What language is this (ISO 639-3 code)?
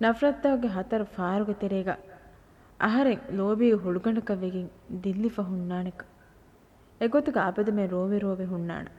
div